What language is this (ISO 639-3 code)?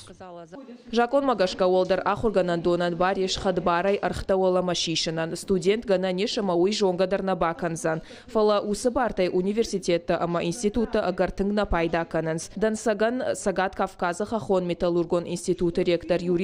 oss